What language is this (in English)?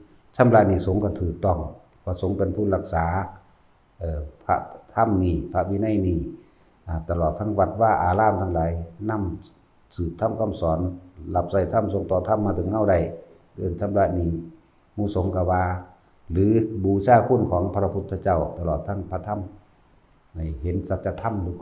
Northeastern Thai